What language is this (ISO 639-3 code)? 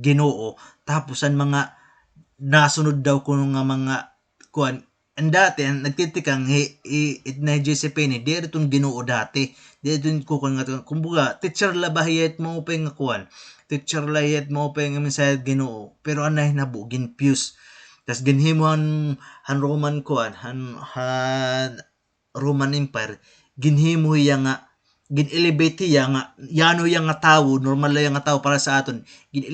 war